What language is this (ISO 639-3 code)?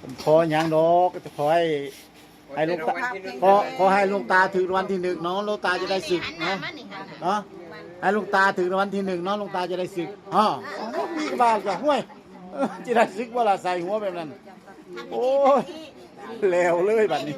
tts